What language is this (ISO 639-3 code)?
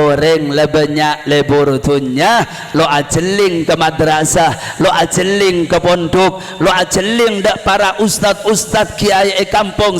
mad